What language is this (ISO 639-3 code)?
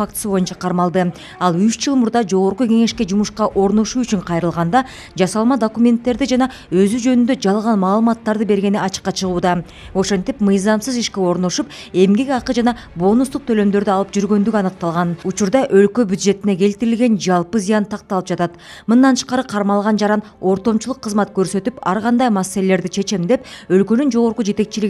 kir